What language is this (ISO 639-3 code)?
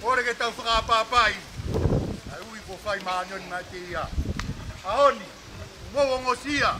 ton